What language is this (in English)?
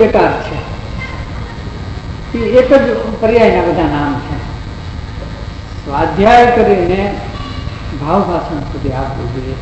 Gujarati